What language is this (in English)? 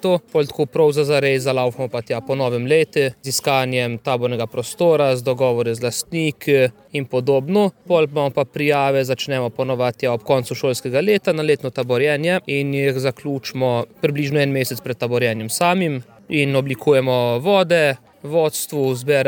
Slovenian